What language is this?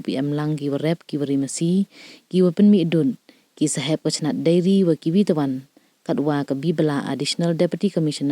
Pnar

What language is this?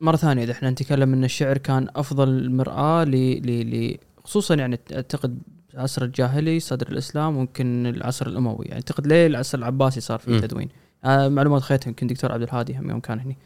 Gulf Arabic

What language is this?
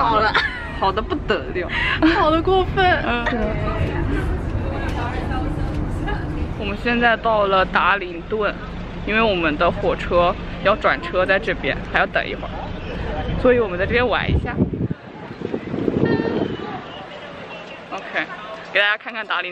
Chinese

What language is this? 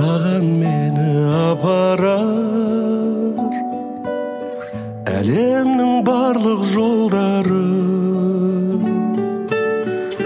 Kazakh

